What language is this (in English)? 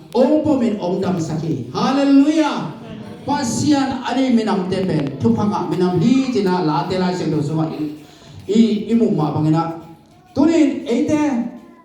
Tedim Chin